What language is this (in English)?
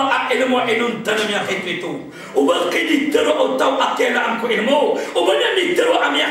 Maranao